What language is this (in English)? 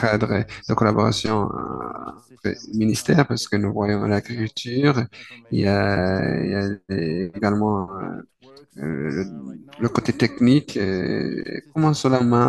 French